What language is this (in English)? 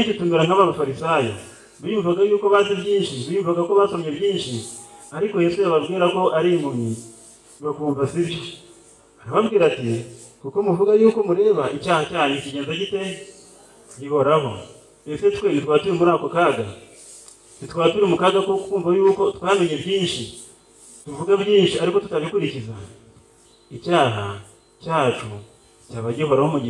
Kinyarwanda